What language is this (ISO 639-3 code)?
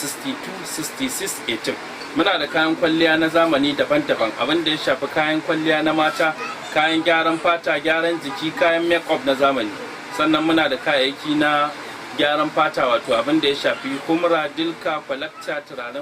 hau